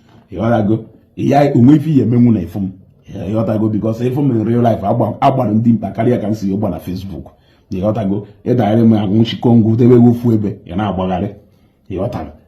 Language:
Igbo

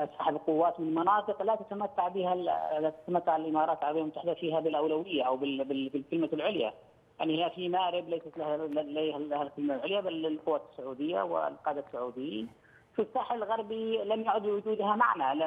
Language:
Arabic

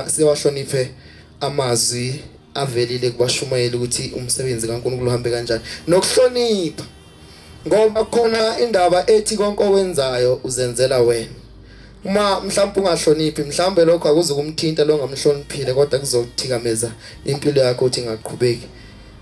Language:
Zulu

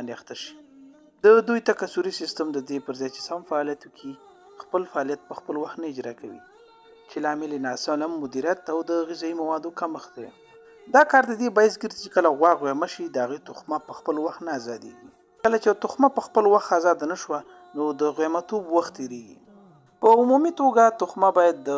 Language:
Pashto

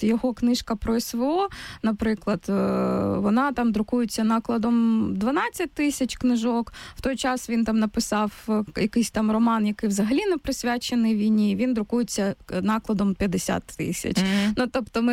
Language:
Ukrainian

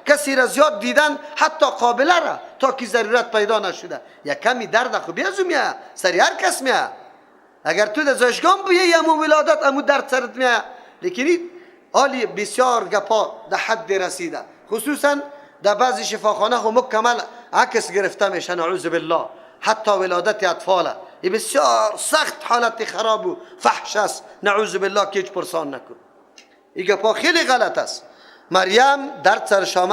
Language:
Persian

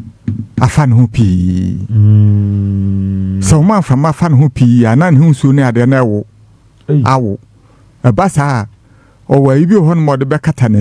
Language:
Akan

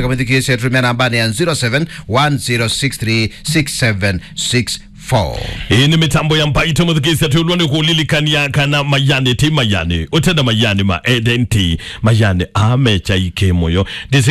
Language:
Kamba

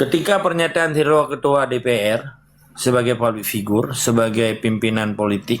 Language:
Achinese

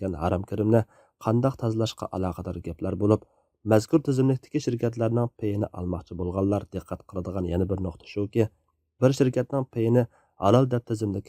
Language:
Uyghur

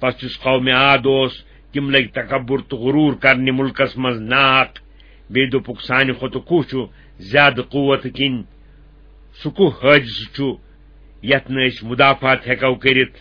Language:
Kashmiri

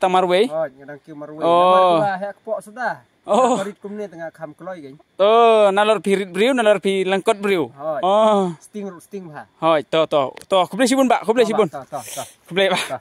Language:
Khasi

